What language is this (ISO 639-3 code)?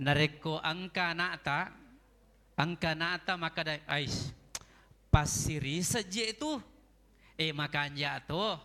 bug